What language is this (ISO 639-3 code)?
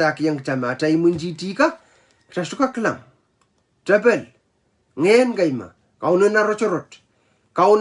pon